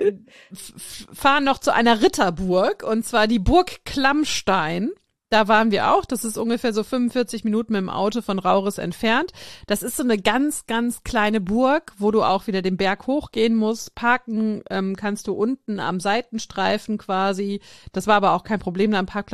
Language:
German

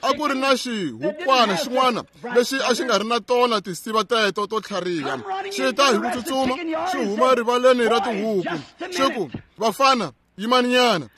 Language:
Tsonga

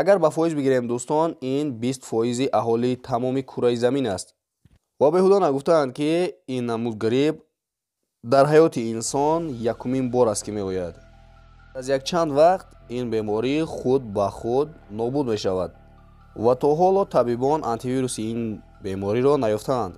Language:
Tajik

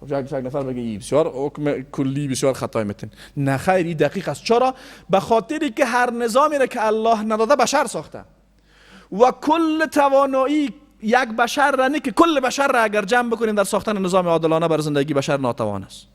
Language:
Persian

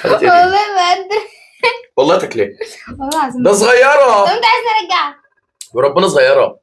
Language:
Egyptian Arabic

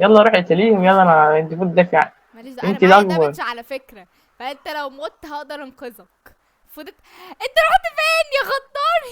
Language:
Egyptian Arabic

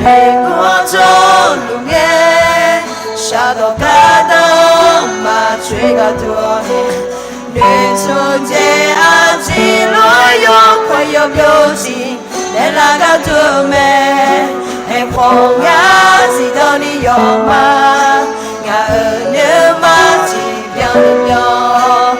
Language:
Akha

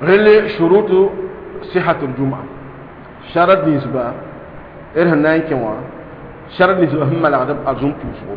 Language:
Mossi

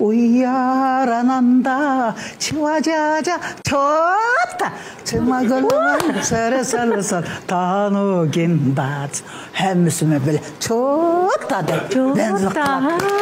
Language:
Uyghur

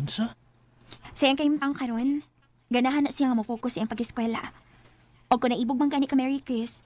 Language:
Cebuano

